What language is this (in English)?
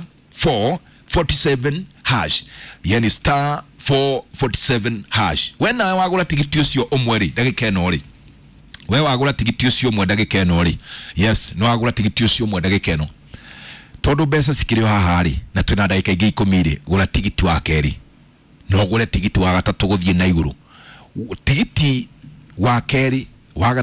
Kikuyu